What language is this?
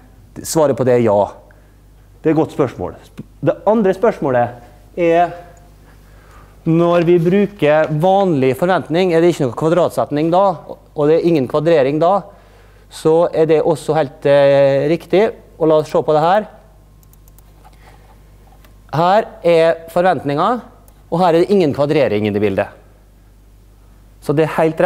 Norwegian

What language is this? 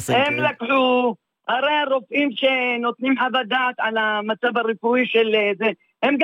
Hebrew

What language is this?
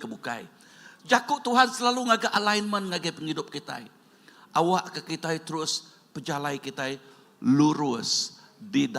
Iban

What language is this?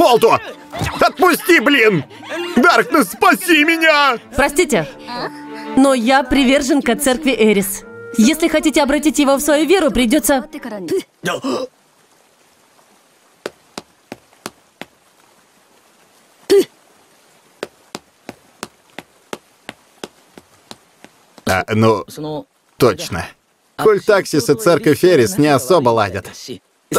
Russian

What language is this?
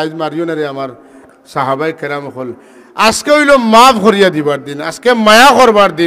Sylheti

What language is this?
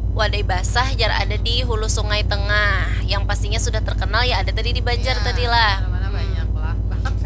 Banjar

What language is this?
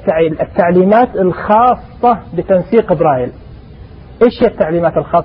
Najdi Arabic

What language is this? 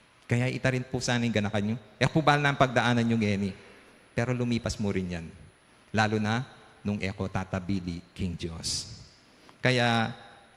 Pampanga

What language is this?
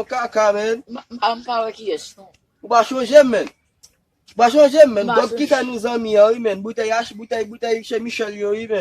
Haitian Creole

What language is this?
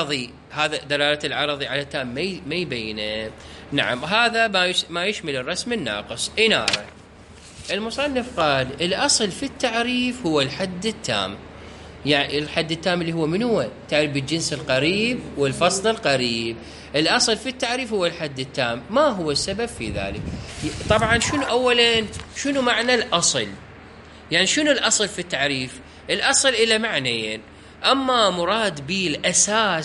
Mesopotamian Arabic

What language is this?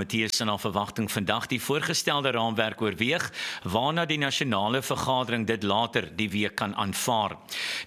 Afrikaans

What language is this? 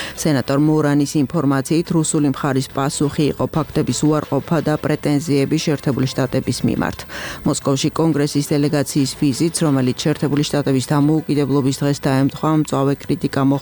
Georgian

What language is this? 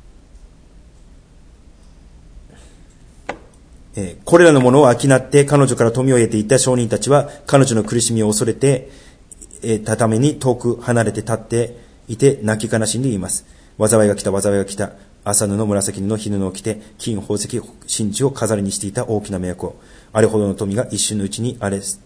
Japanese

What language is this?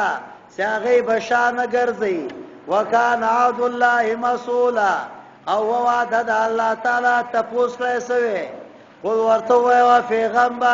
Pashto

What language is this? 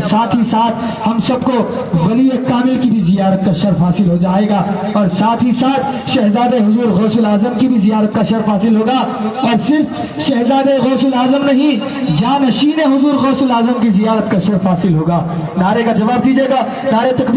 Urdu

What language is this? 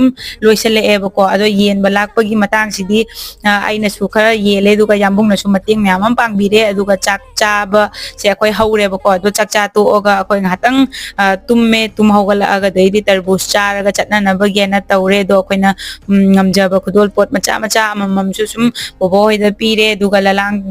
Manipuri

